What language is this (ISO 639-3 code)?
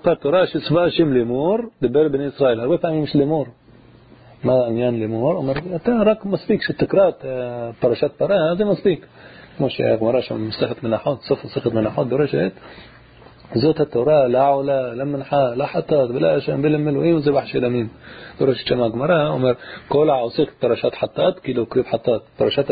heb